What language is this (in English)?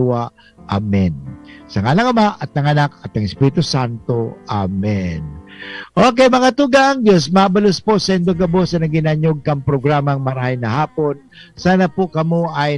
Bikol